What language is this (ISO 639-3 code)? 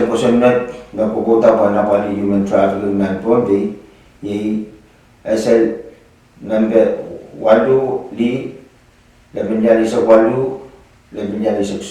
pon